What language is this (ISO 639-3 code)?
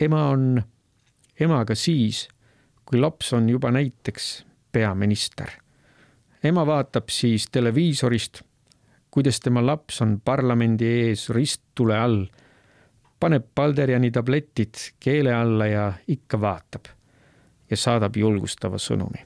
est